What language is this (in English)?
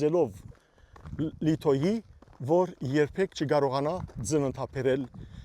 Western Armenian